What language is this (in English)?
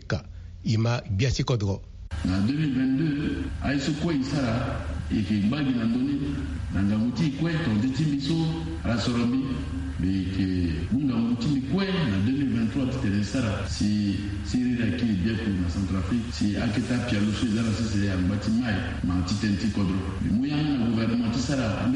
Sango